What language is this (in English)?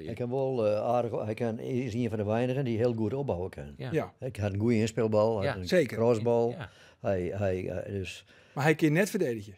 Western Frisian